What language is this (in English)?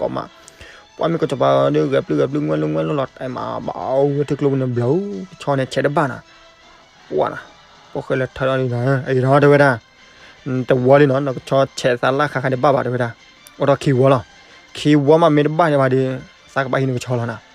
S'gaw Karen